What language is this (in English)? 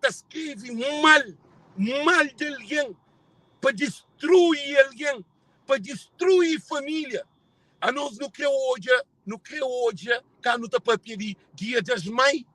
Kabuverdianu